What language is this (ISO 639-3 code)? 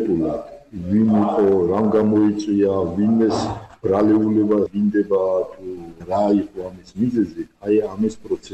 kat